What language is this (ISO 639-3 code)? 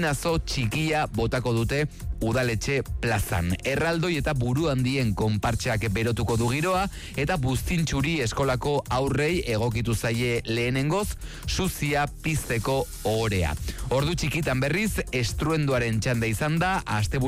eus